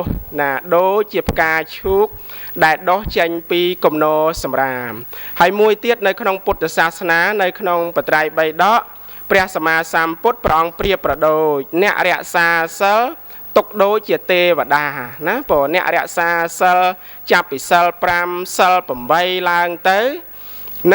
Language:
Khmer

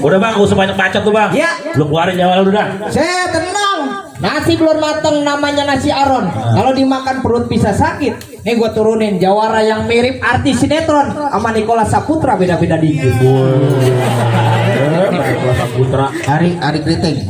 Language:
Betawi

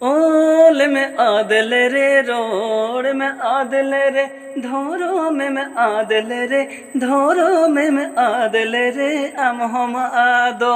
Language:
Santali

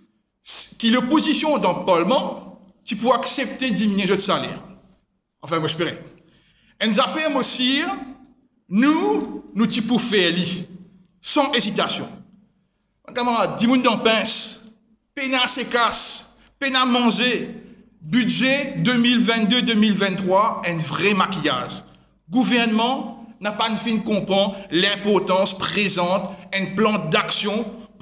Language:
Morisyen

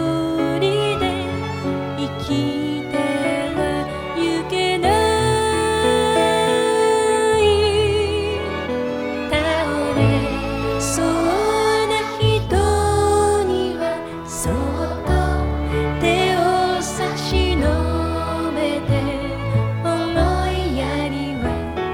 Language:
Japanese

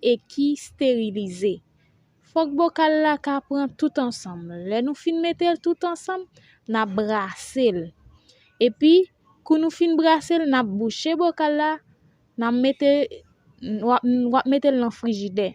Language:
Haitian Creole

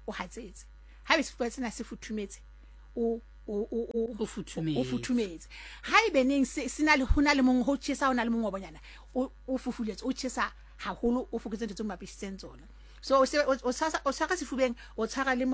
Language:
Southern Sotho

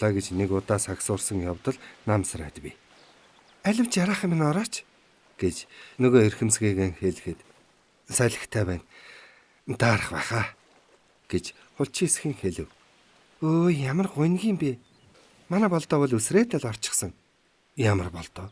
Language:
Mongolian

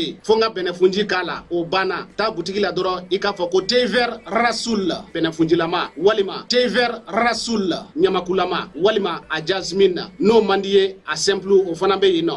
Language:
Bambara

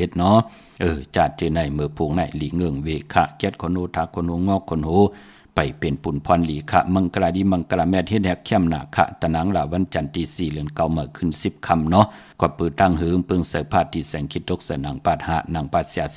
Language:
Shan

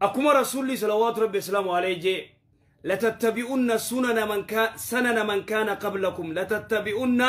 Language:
Oromo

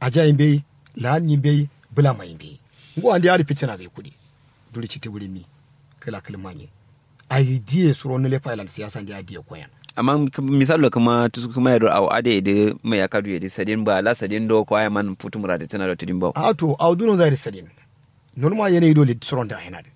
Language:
Kanuri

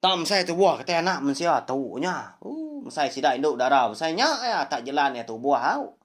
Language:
Iban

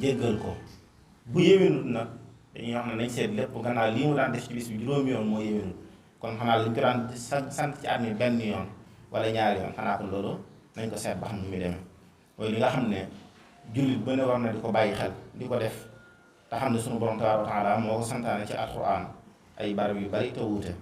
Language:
Wolof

